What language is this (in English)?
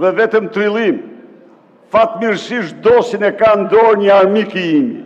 Albanian